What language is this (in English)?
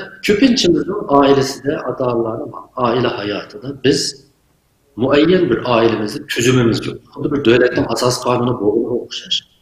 Uyghur